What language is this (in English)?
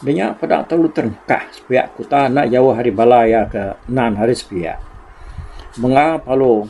Iban